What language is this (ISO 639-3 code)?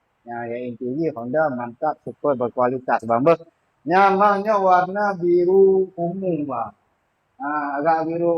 ace